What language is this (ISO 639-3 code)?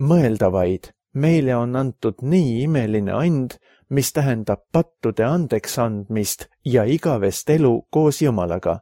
est